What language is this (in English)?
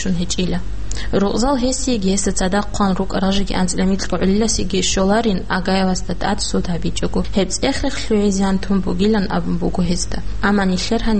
Avaric